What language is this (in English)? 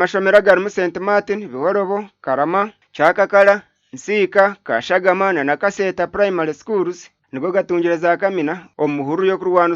Nyankole